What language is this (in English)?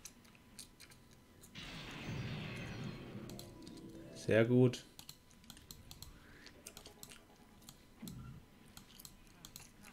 German